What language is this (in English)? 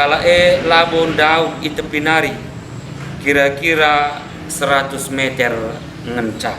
Batak Karo